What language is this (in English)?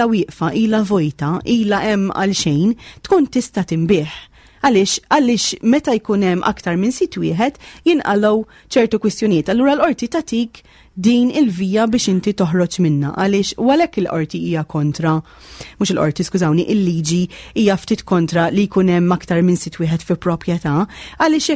Maltese